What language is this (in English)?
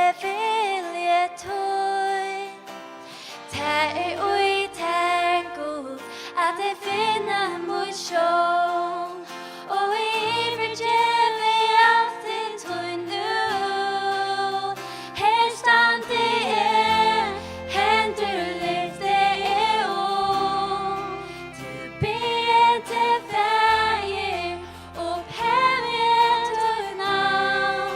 Faroese